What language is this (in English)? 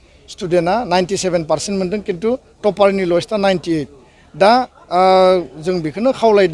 Bodo